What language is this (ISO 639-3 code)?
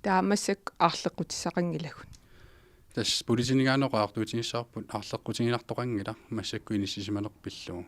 kal